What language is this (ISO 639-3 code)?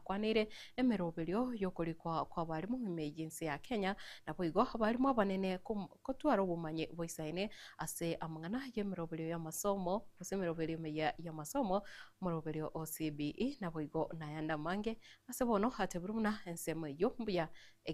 guz